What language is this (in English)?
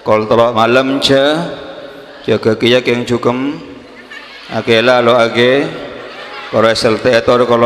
Madurese